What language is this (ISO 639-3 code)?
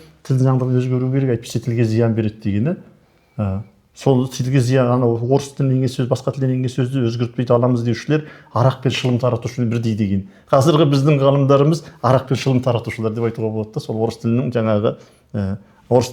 kaz